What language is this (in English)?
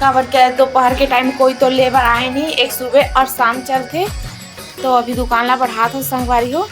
Chhattisgarhi